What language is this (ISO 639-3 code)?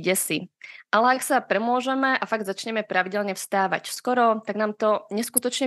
slk